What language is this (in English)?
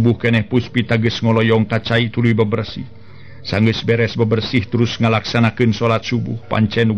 Sundanese